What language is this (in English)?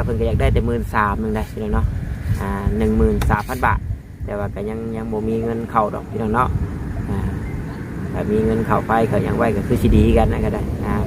Northeastern Thai